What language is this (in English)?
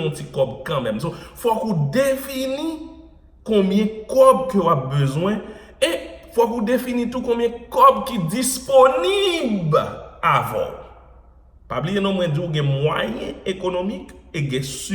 Haitian Creole